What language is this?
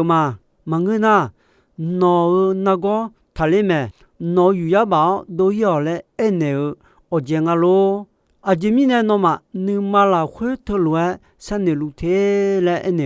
Akha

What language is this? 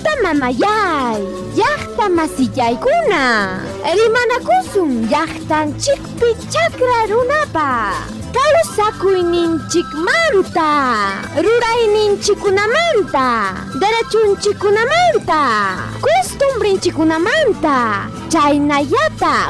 Ayacucho Quechua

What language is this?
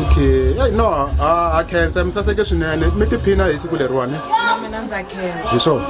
Tsonga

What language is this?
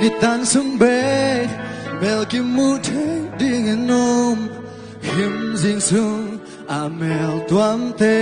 Tedim Chin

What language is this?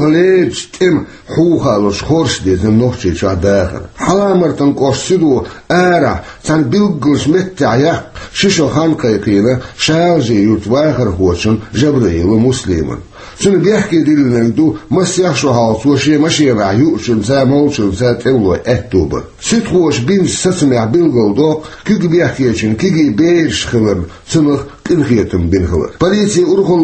Chechen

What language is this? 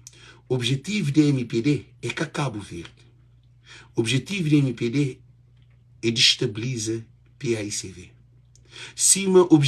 Kabuverdianu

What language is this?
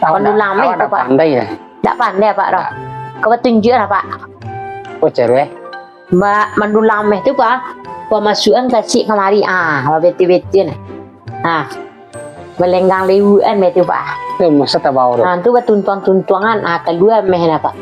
Minangkabau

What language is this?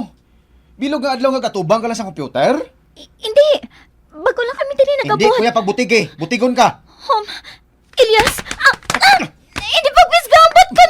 Hiligaynon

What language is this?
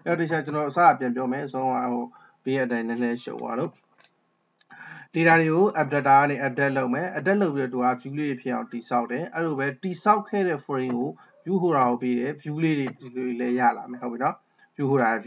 Burmese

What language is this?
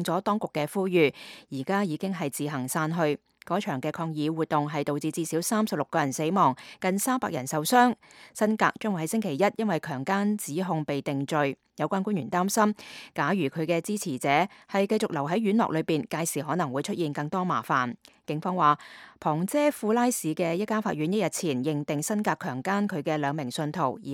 Cantonese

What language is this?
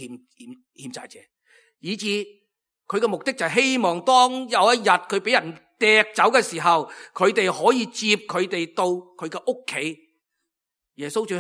Cantonese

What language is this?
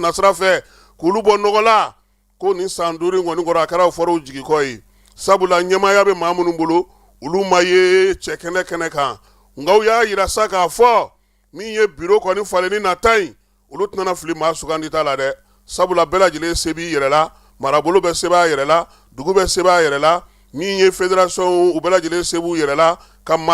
Bambara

